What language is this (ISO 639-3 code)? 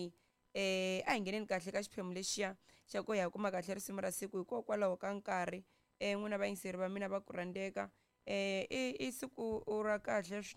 tso